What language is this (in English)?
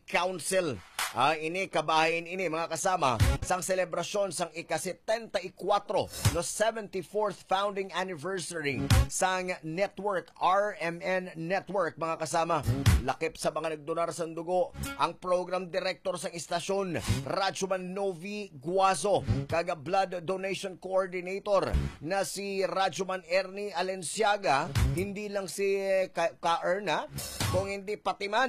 Hiligaynon